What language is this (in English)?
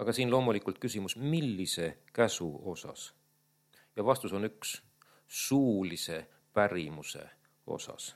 Estonian